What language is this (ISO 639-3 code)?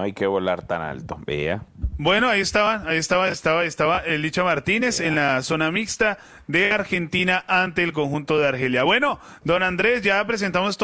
spa